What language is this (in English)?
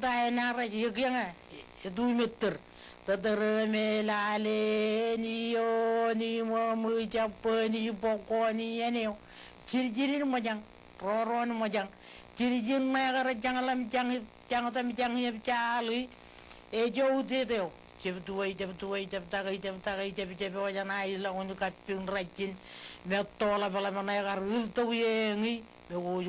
Marshallese